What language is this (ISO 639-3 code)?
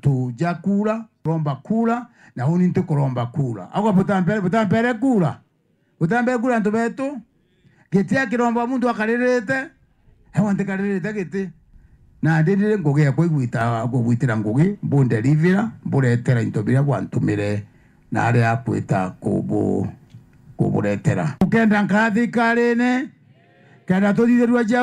mer